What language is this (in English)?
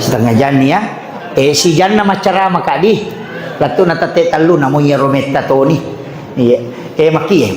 Buginese